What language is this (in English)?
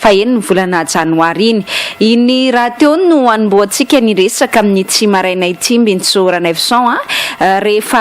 Malagasy